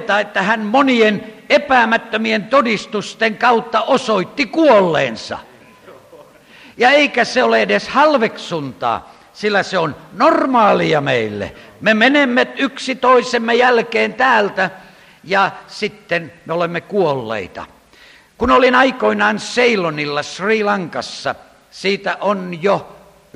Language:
Finnish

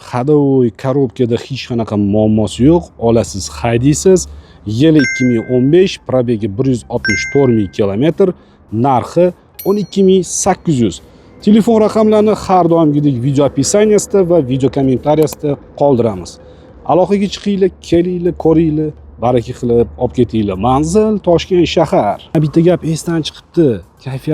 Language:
Uzbek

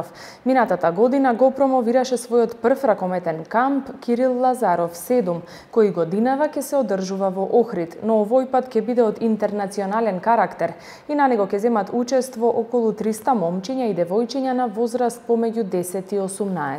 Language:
Macedonian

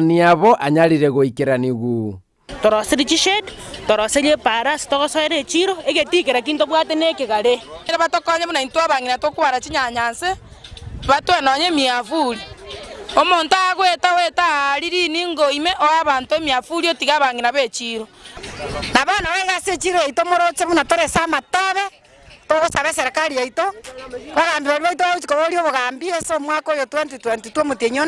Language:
Gusii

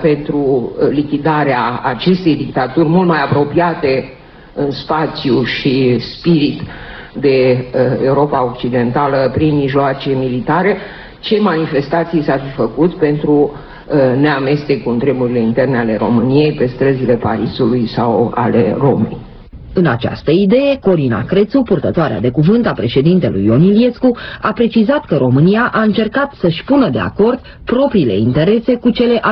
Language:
Romanian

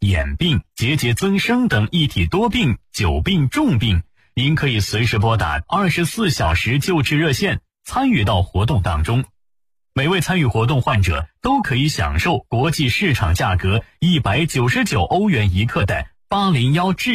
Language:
Chinese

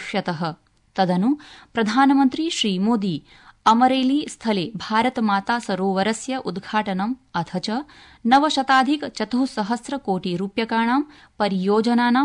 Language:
Sanskrit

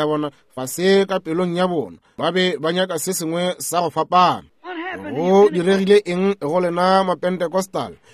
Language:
Northern Sotho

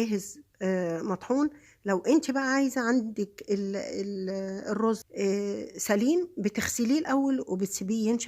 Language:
Egyptian Arabic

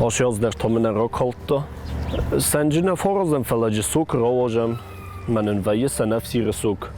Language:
Ossetic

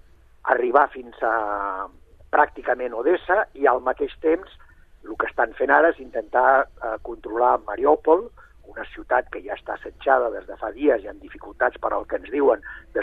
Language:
Catalan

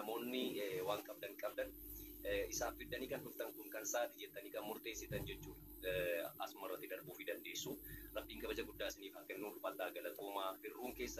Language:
Oromo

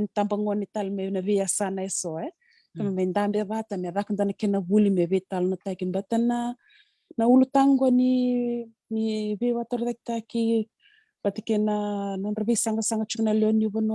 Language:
Fijian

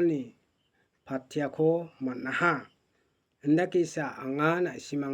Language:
Garo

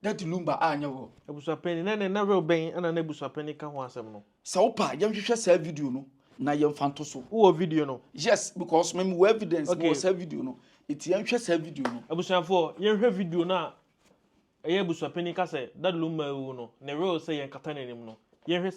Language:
Akan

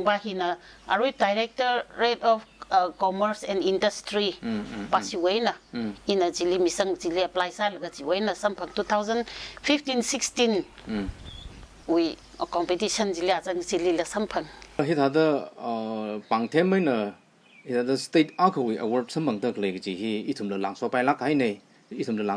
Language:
Tangkhul Naga (India)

